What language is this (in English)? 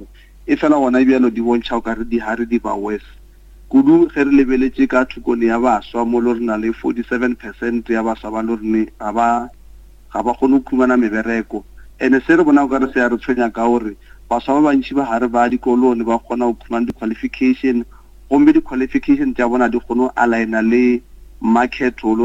Northern Sotho